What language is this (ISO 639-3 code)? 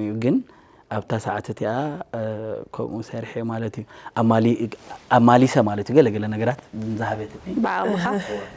tir